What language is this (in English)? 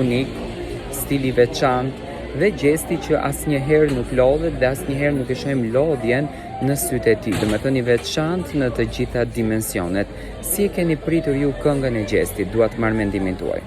Albanian